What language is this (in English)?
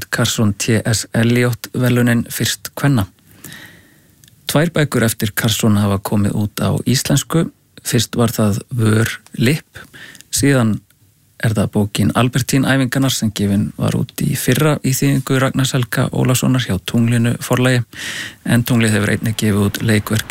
Icelandic